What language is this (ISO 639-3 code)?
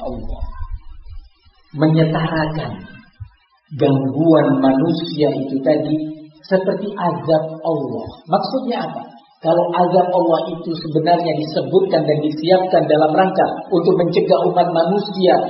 ind